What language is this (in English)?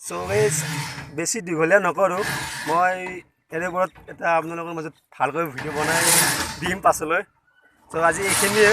Assamese